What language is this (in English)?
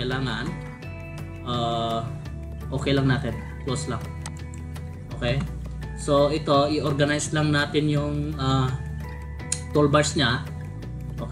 Filipino